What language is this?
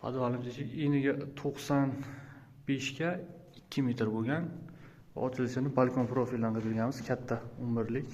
Uzbek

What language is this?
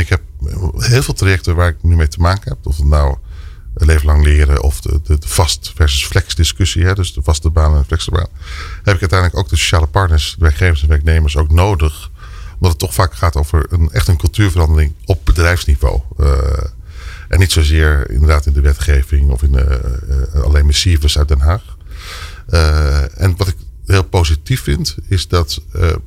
Dutch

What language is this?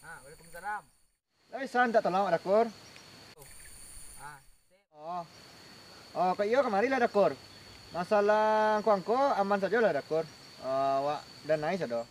Minangkabau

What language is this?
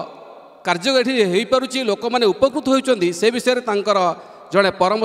Odia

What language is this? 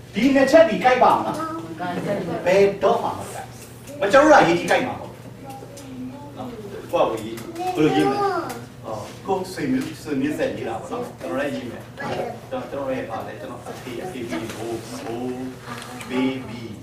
Burmese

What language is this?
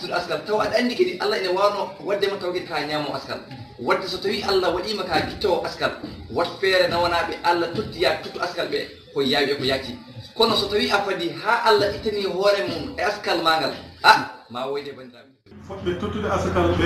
Fula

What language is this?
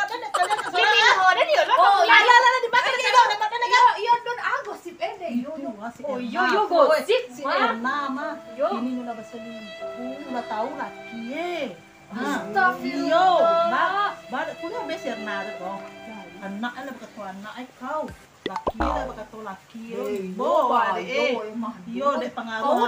Minangkabau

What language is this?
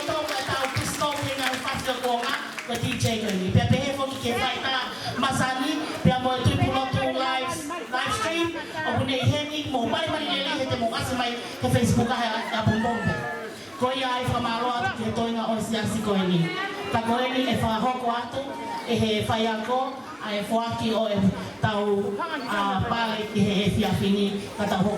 Tongan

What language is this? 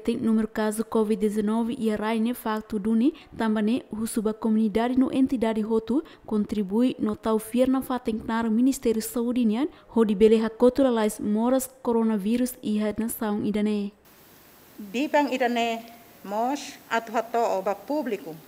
Tetum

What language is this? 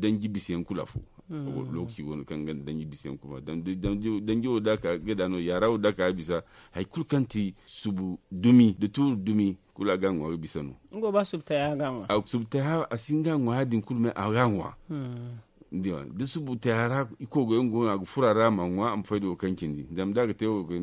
Zarma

